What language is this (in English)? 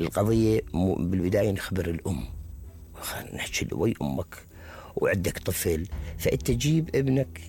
Mesopotamian Arabic